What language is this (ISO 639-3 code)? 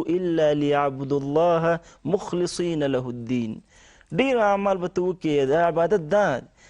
pus